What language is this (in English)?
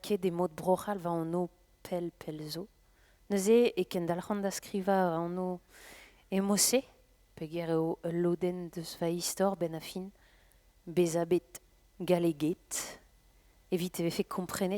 Breton